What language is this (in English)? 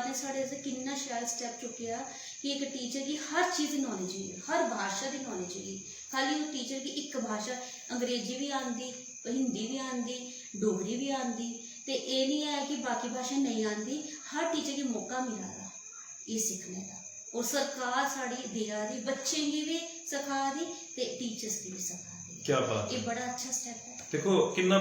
Dogri